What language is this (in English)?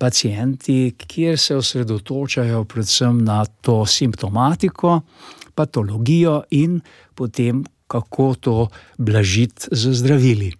Slovenian